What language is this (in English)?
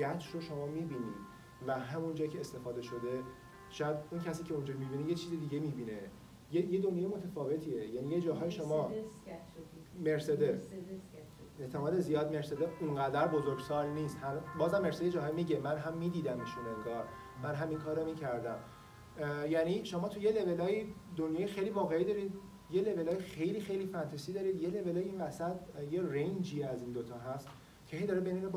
Persian